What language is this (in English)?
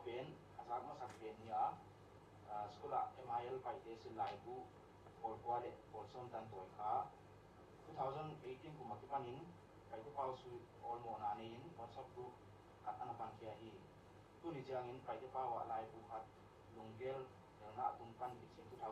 Paite Chin